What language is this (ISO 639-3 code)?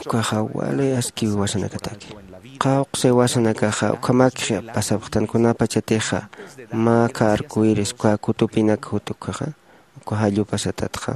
aym